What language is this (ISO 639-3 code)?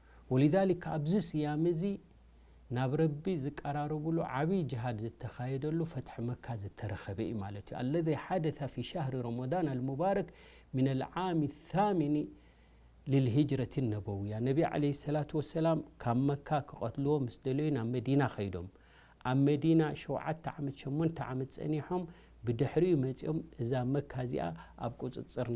tir